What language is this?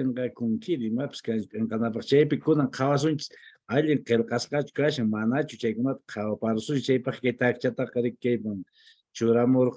Quechua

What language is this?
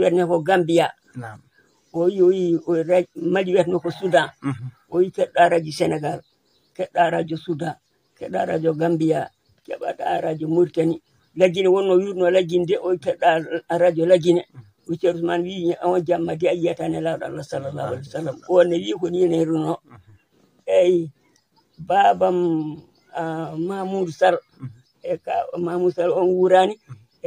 Fula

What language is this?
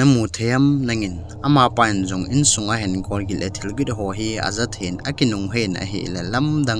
Thado Chin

